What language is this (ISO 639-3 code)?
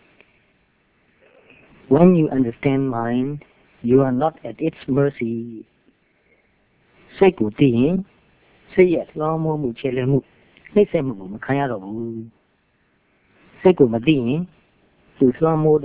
mya